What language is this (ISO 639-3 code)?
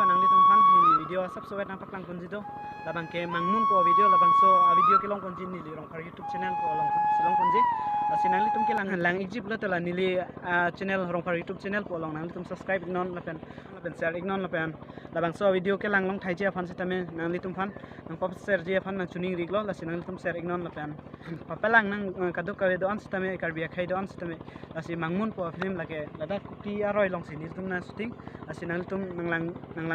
mjw